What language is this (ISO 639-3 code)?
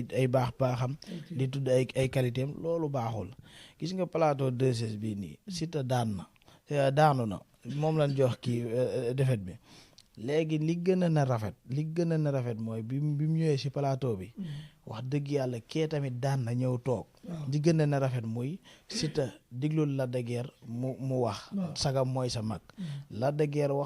wol